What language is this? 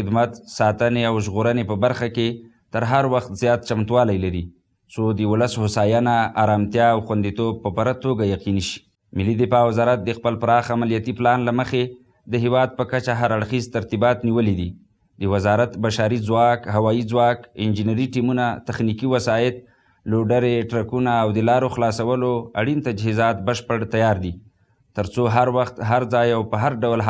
Pashto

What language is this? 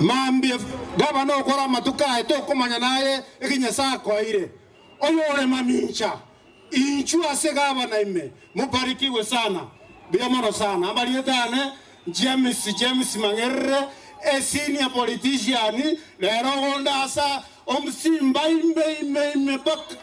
Gusii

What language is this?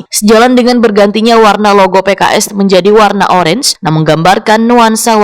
Banjar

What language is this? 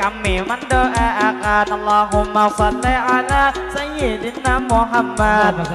Banjar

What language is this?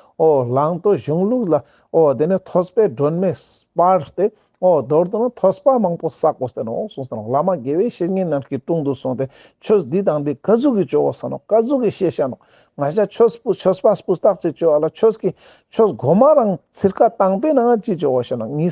Ladakhi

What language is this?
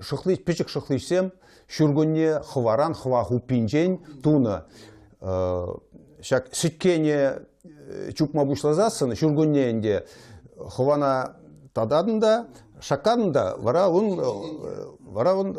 Chuvash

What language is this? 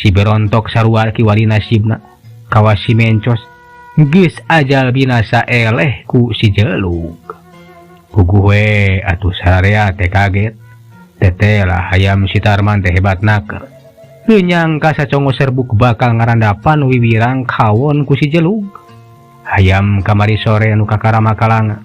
Sundanese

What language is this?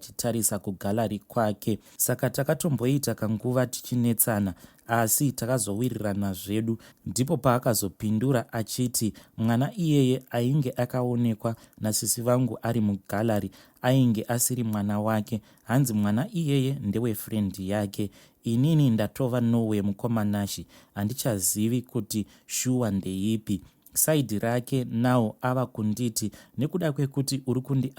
Shona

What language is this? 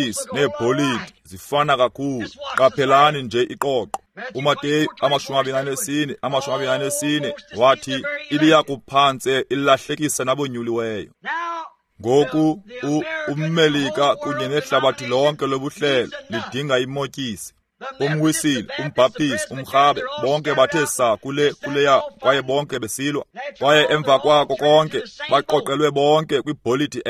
Xhosa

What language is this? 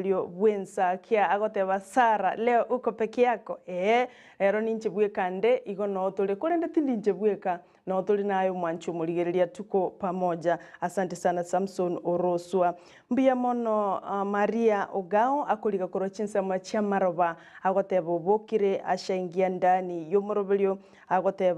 Gusii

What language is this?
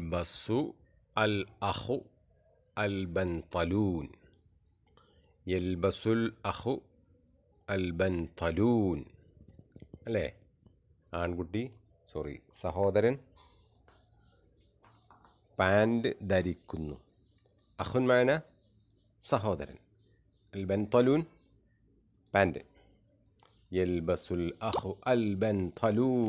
Malayalam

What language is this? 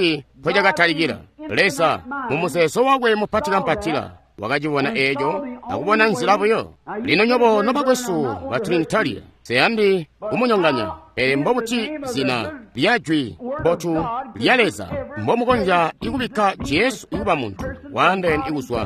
Tonga (Zambia)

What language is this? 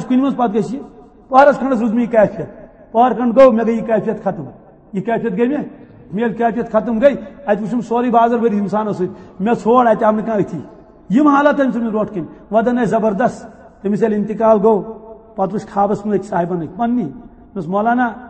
Kashmiri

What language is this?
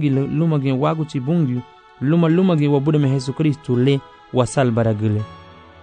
Garifuna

